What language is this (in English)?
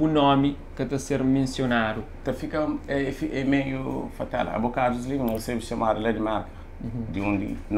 Kabuverdianu